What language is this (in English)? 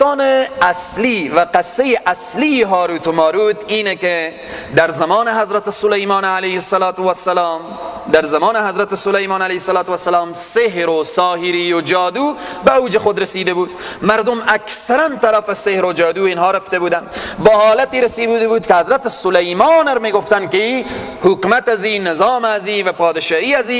Persian